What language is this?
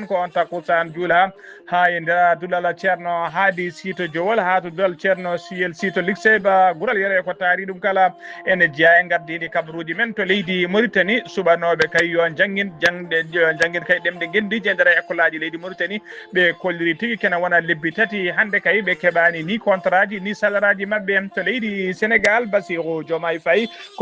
Fula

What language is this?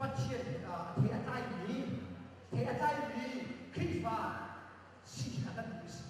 Hakha Chin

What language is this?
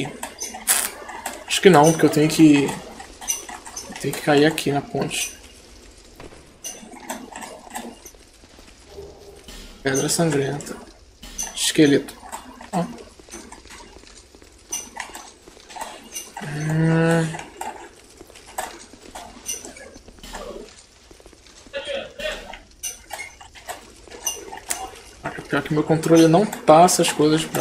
Portuguese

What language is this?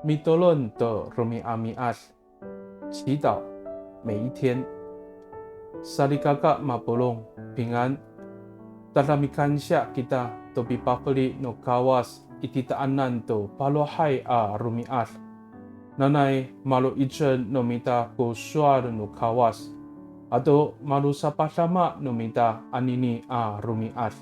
Amis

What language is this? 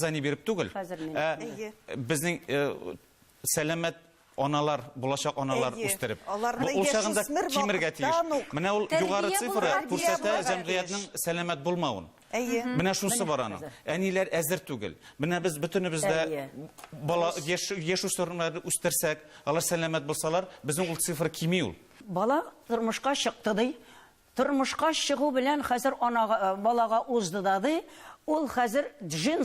Tatar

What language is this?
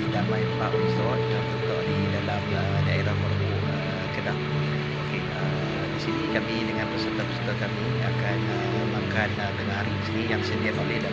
Malay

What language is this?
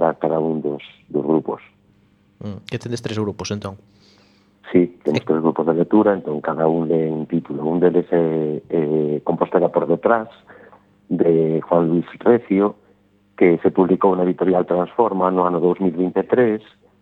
Galician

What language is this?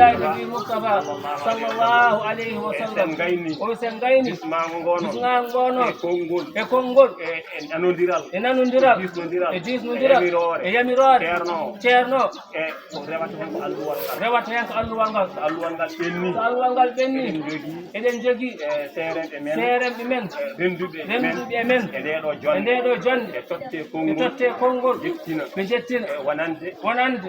Fula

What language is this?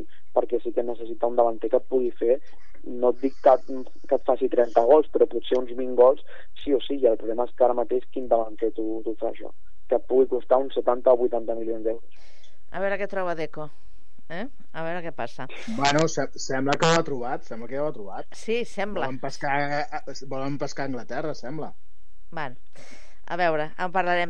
Catalan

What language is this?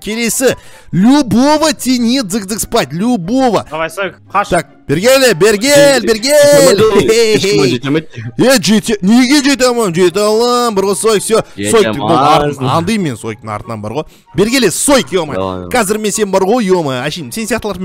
Kazakh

